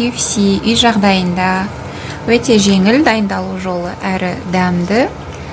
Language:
Kazakh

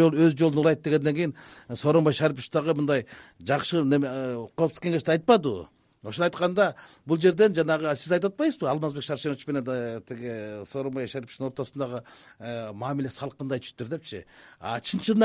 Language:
Kyrgyz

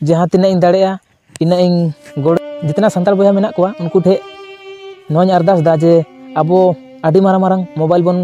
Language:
Santali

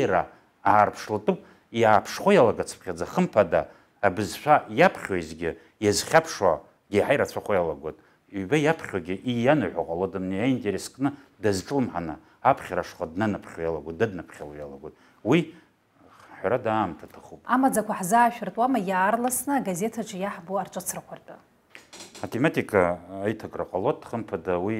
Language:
Abkhazian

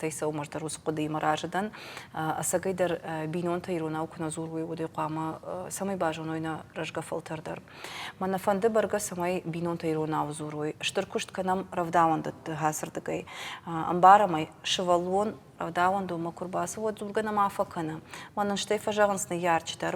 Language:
Ossetic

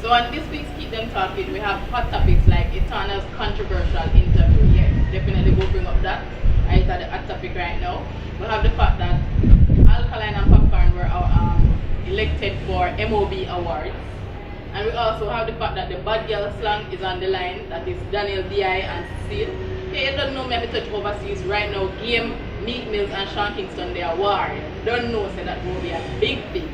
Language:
Jamaican Creole English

